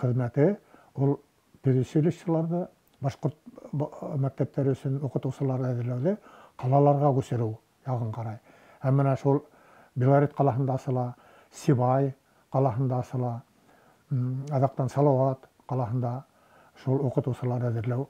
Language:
Bashkir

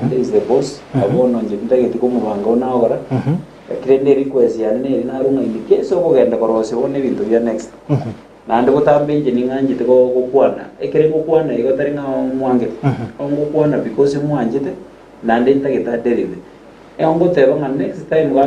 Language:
Gusii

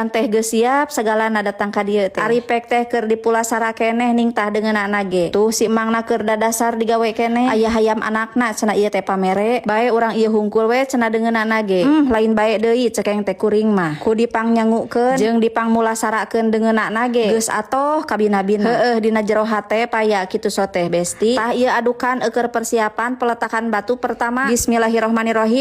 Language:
Sundanese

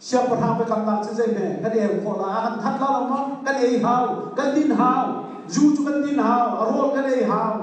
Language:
Hakha Chin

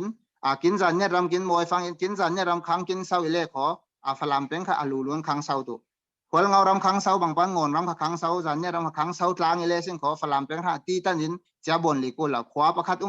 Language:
Falam Chin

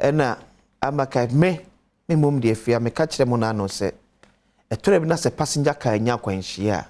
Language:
Akan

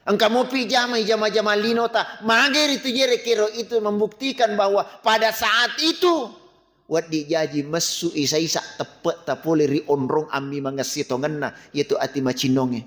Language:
Buginese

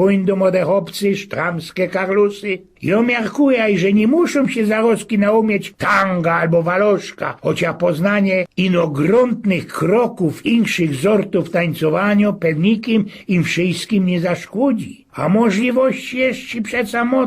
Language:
Silesian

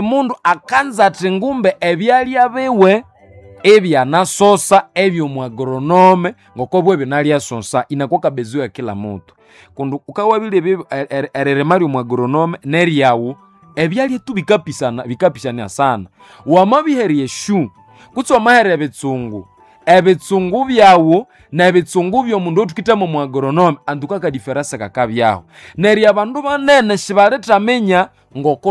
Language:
Nande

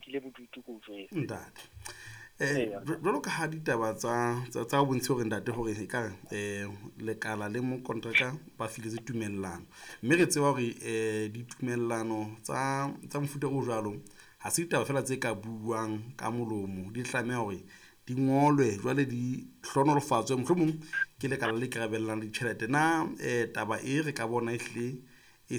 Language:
Southern Sotho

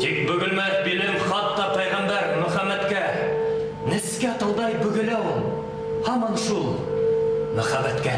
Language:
Bashkir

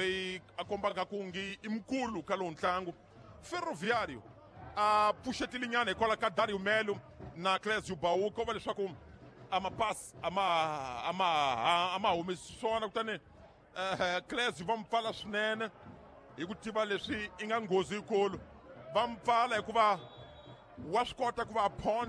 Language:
Tsonga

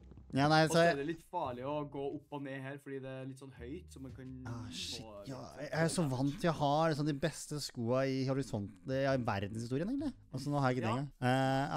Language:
Norwegian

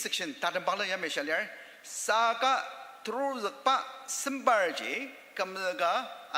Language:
Ao Naga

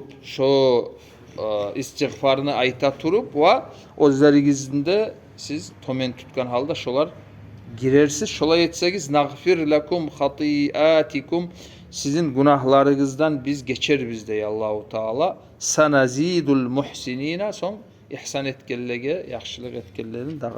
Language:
Kumyk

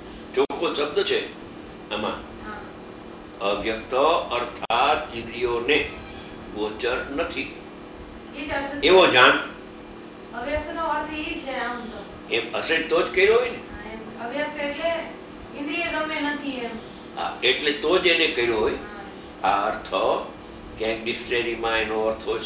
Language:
Gujarati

